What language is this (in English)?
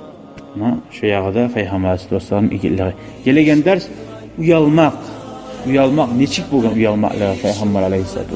Kumyk